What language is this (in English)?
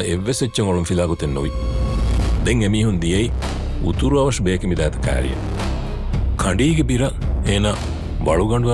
Divehi